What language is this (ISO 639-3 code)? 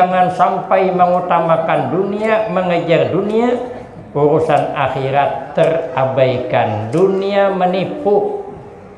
bjn